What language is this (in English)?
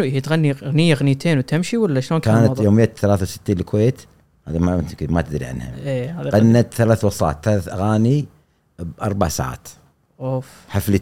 Gulf Arabic